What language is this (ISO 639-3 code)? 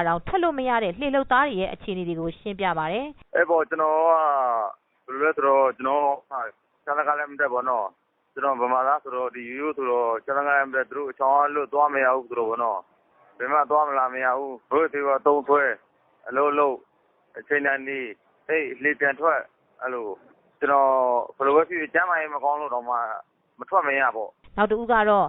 mya